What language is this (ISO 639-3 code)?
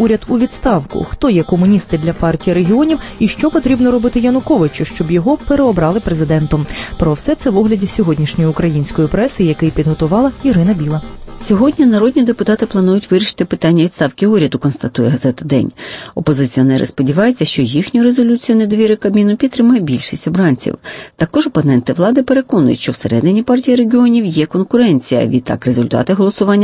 ukr